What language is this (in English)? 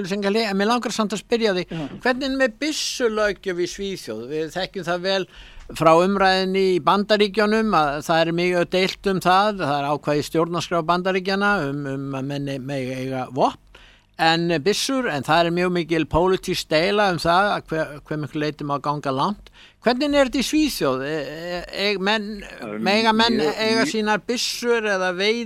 Icelandic